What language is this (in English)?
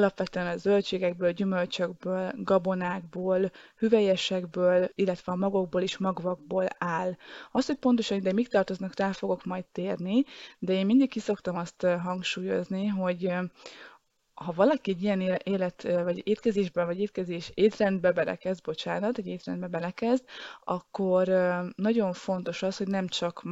Hungarian